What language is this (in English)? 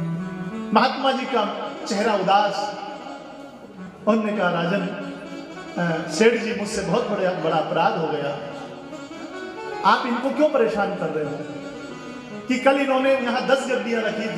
Hindi